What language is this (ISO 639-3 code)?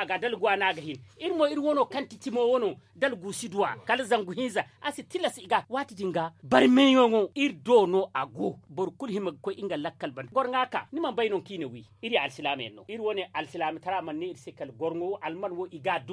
dje